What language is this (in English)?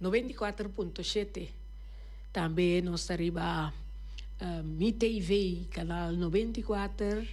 Papiamento